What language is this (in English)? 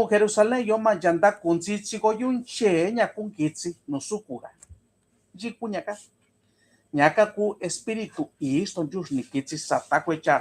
Mixtepec Mixtec